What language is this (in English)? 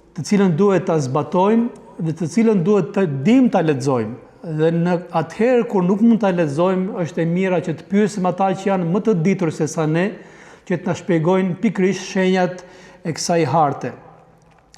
Albanian